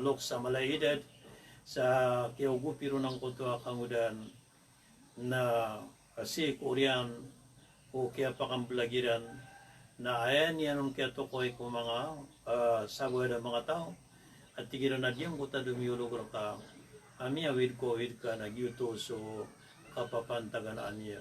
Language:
Maranao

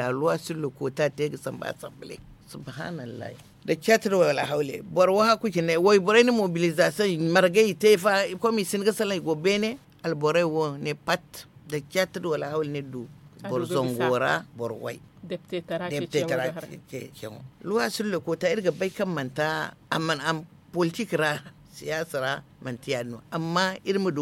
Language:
Zarma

